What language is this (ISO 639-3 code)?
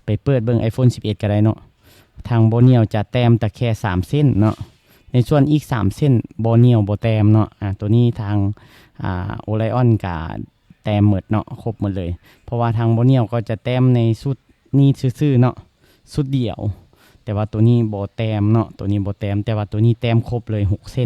lao